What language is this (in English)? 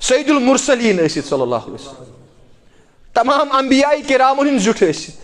Kashmiri